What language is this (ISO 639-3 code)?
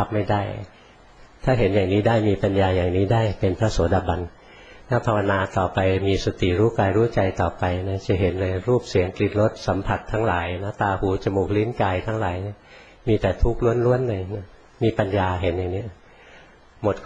tha